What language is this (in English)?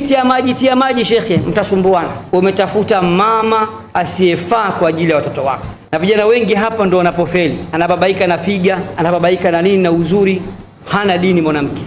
Swahili